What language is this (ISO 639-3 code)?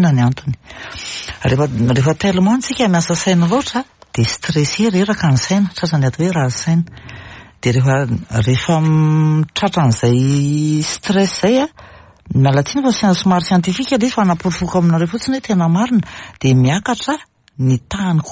mlg